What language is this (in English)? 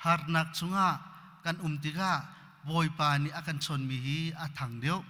Hakha Chin